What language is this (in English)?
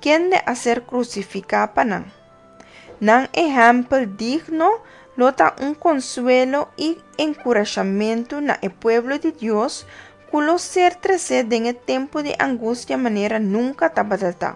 Papiamento